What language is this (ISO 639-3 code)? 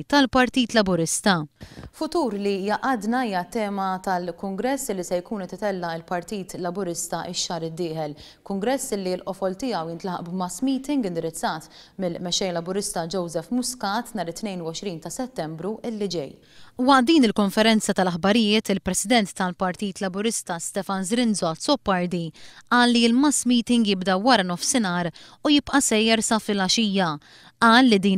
mlt